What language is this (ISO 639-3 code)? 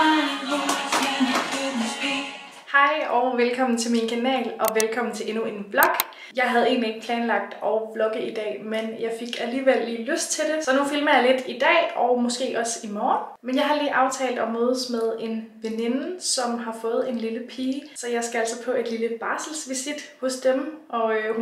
dan